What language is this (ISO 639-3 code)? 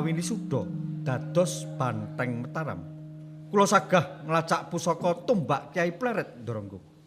jav